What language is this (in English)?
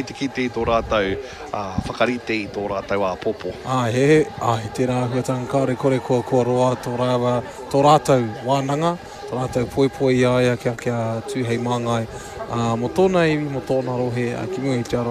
Māori